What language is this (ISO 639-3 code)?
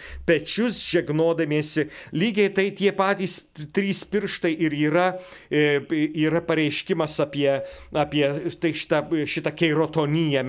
lit